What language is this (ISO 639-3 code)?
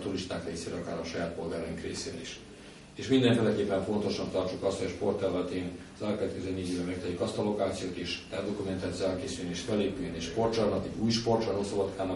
hun